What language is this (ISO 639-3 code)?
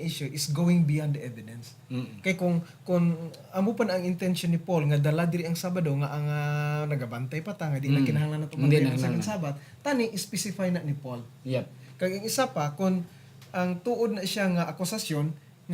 hil